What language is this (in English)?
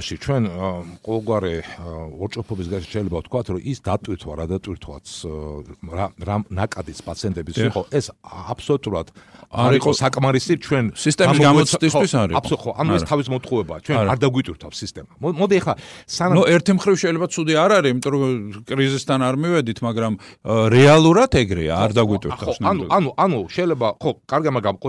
Georgian